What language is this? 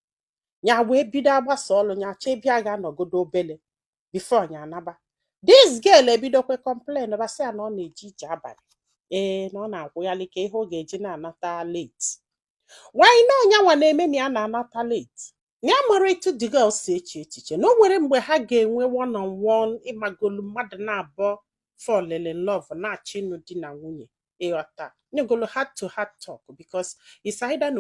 Igbo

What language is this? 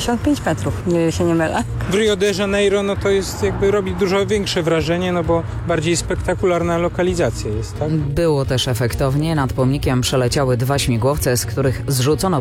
Polish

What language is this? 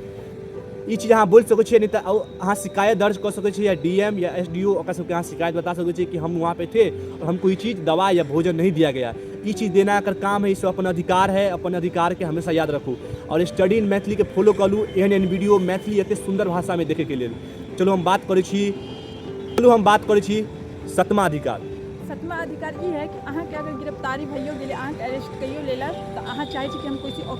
Maithili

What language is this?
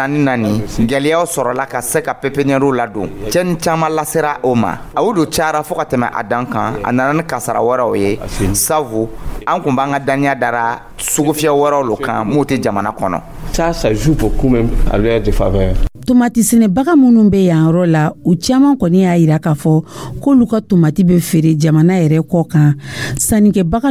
Dyula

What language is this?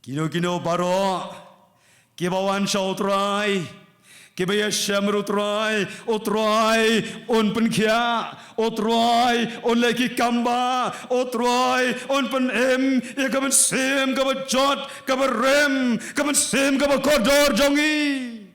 Khasi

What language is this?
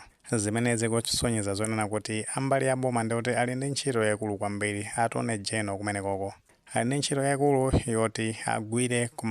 Nyanja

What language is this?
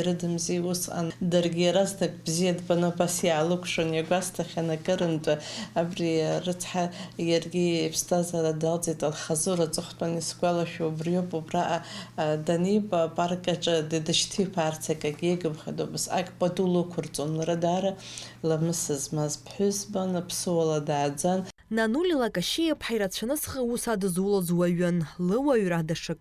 Abkhazian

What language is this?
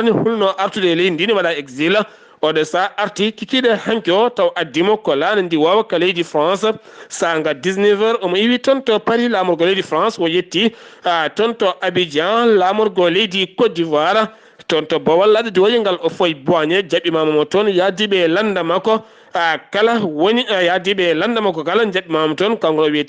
Fula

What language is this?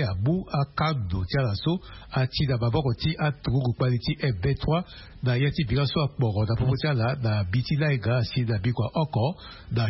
Sango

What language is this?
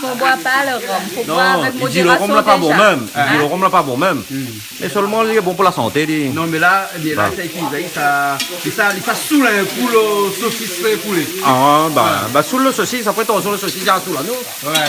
Réunion Creole French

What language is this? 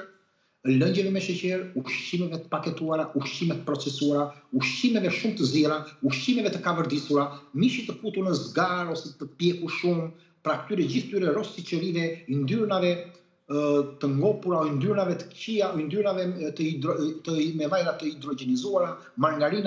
Albanian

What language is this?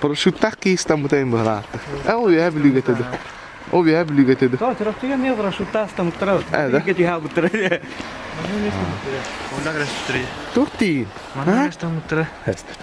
Yakut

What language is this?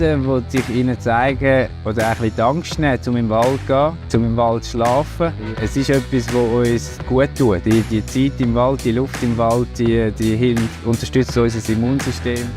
Swiss German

